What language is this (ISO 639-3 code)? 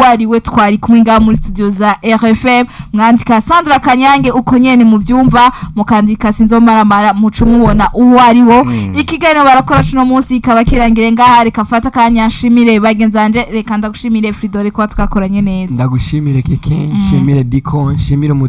run